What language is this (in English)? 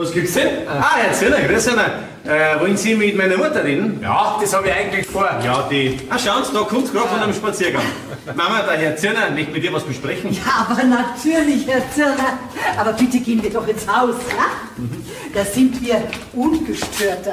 Bavarian